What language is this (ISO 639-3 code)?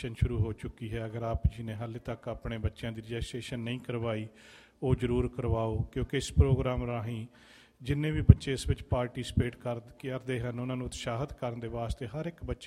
pan